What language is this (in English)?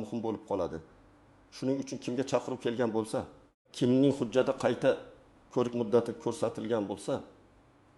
Uzbek